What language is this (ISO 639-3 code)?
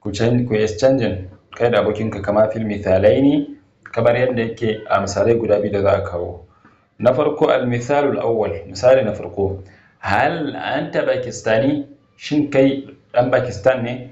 hau